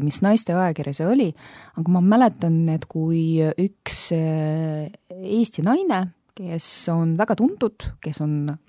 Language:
Estonian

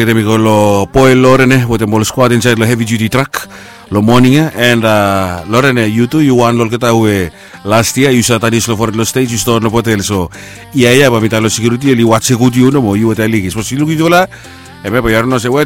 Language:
Bislama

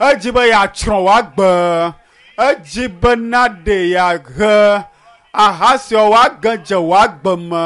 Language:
Ewe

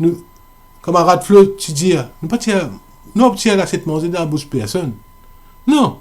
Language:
Morisyen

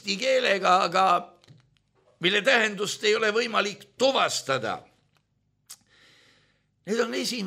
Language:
Estonian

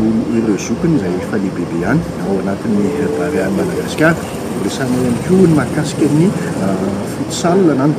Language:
Malagasy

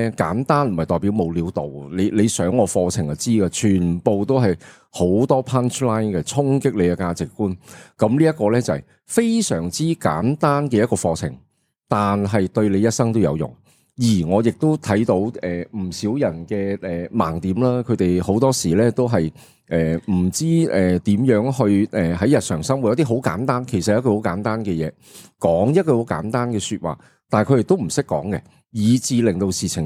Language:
Cantonese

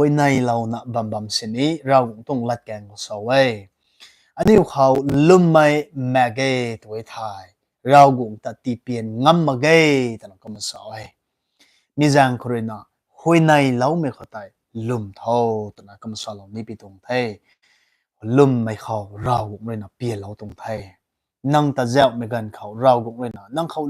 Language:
Rongmei Naga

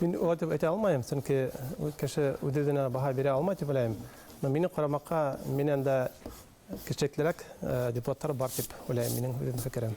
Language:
Bashkir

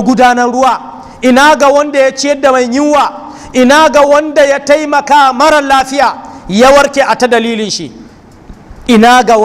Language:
Hausa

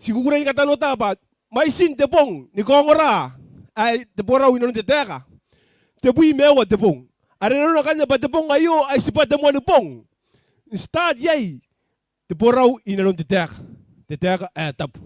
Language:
Gilbertese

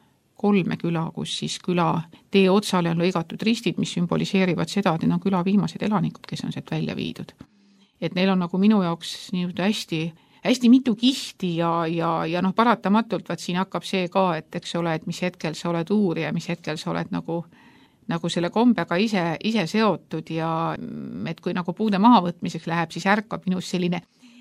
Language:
Estonian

